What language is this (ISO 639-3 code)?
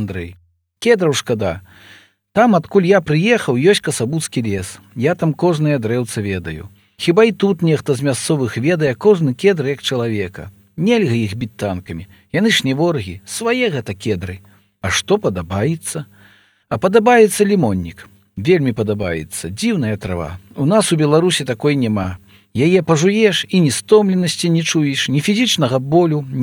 bel